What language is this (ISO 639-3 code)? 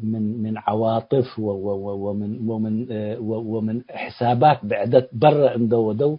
tig